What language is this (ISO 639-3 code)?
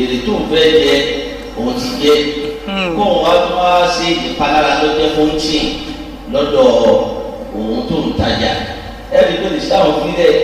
yor